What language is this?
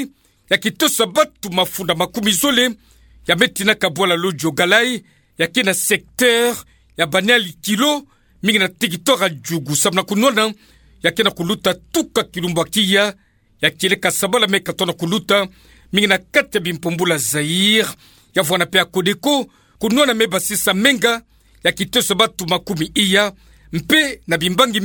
Kituba (Democratic Republic of Congo)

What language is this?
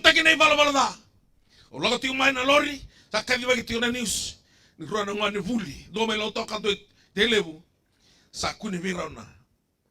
Fijian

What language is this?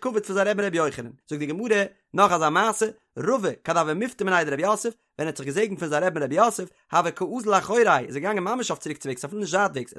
Yiddish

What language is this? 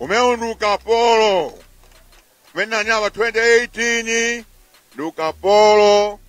Nyanja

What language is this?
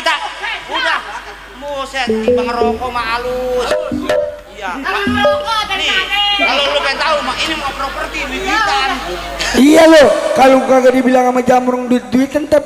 Betawi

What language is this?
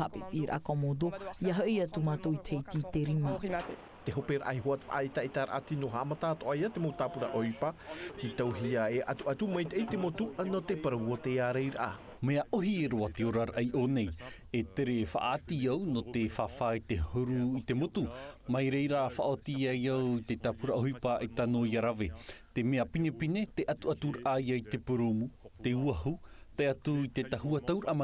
Tahitian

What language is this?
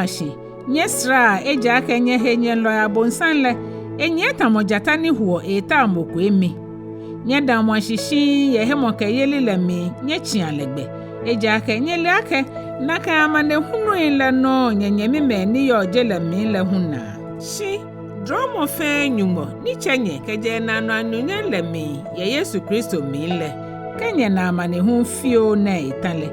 Ga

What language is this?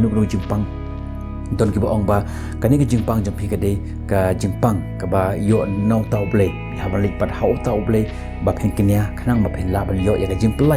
Khasi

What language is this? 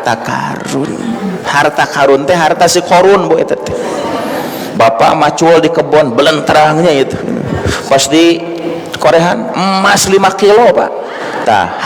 Sundanese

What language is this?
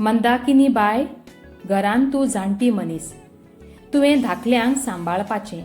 Konkani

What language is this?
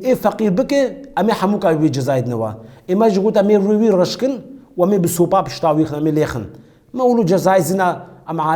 Kurdish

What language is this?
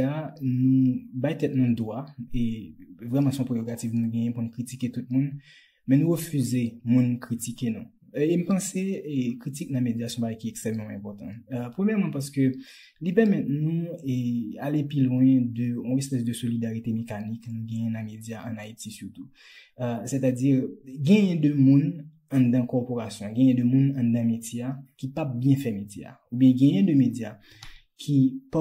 Haitian Creole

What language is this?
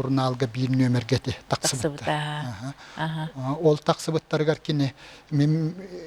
Yakut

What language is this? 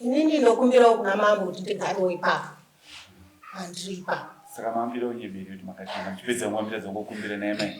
Shona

